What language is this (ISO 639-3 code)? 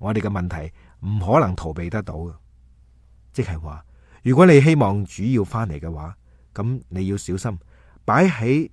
yue